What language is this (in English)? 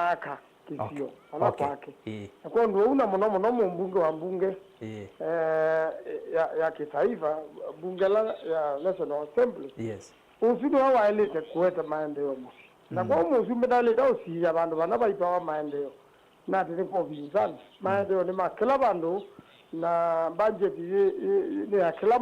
Kamba